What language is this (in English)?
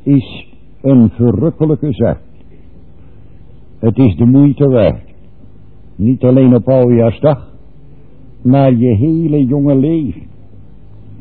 Dutch